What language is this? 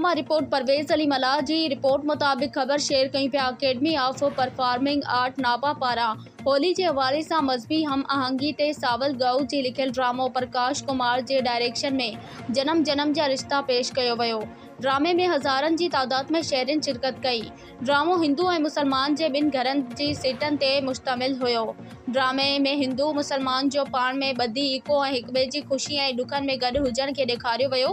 Sindhi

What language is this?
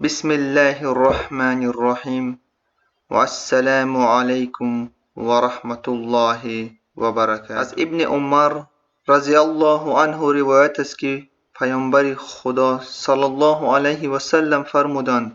Tajik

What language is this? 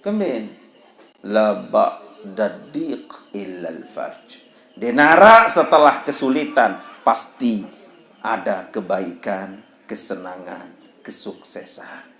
Sasak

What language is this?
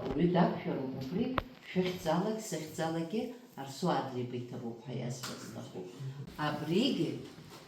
Abkhazian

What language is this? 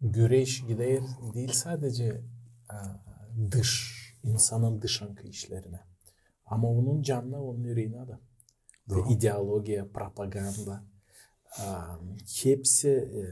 Gagauz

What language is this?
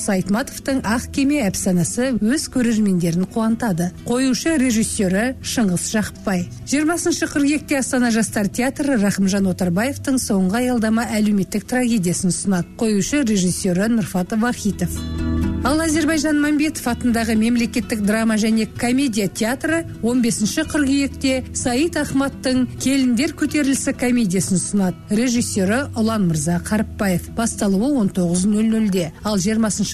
Kazakh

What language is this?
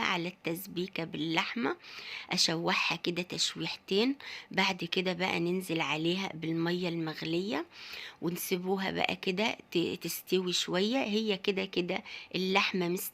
Egyptian Arabic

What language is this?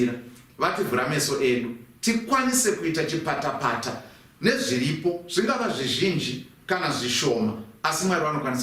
Shona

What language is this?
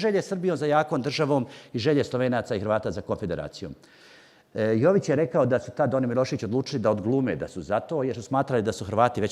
Bosnian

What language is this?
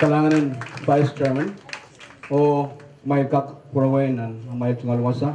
Pohnpeian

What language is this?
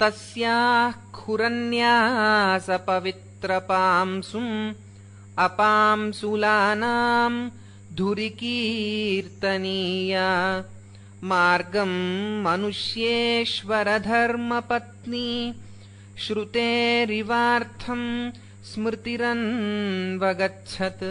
Sanskrit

